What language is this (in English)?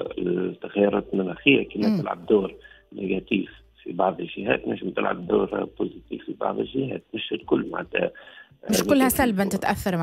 Tunisian Arabic